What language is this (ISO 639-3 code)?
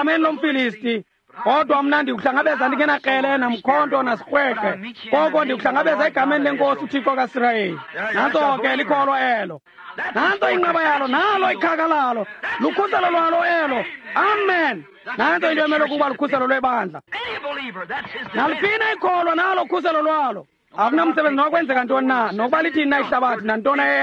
xho